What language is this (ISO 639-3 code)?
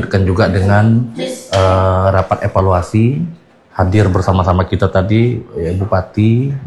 ind